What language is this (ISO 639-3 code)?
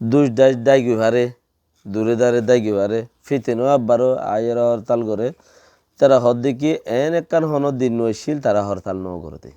rhg